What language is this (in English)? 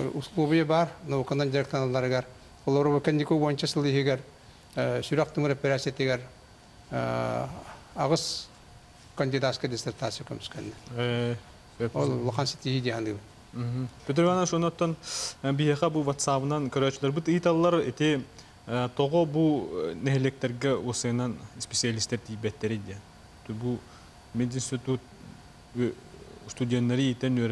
Yakut